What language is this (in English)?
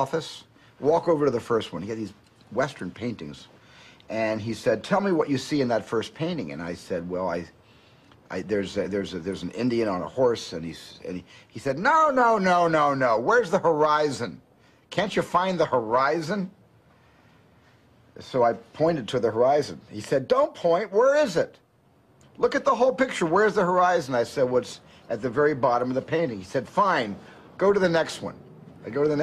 English